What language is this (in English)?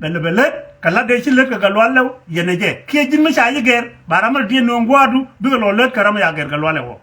Nuer